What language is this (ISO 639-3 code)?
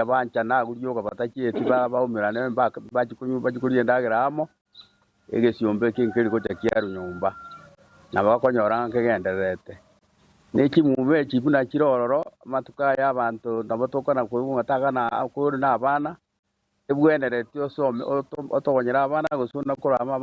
guz